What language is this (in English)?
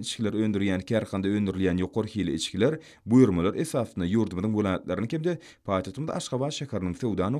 Turkmen